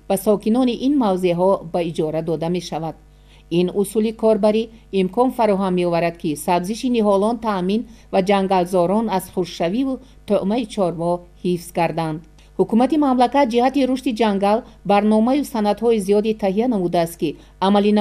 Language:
Tajik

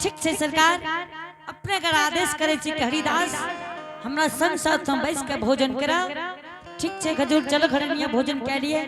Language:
Angika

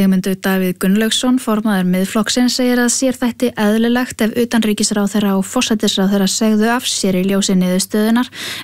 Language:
Icelandic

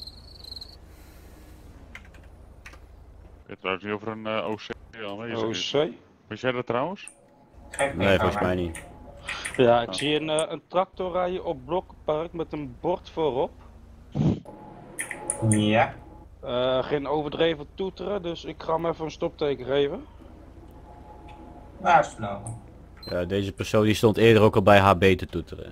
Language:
Dutch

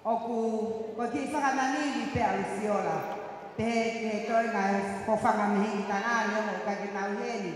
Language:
Tongan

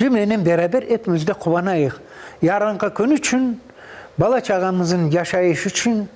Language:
Crimean Tatar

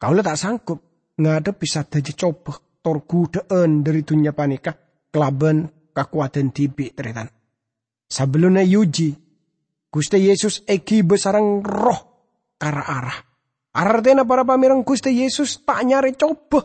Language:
Madurese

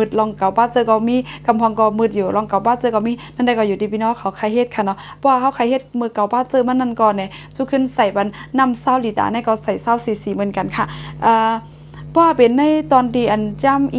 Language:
Shan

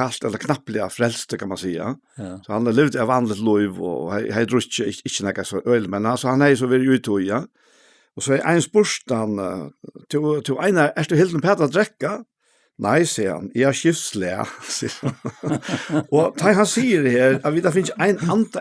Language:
Faroese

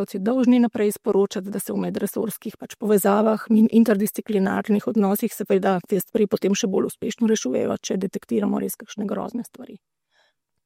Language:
Slovenian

